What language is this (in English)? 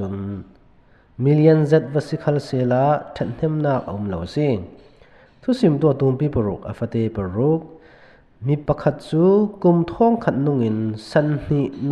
Falam Chin